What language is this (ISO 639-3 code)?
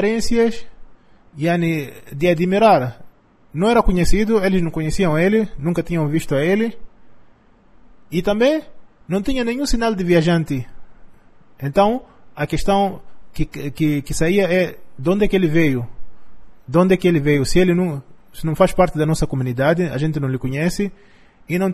por